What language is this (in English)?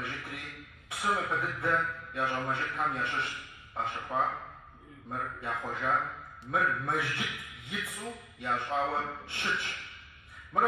Kabardian